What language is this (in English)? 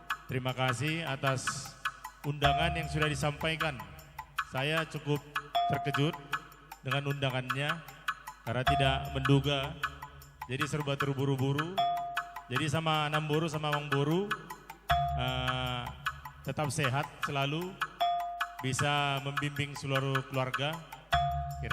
Batak Karo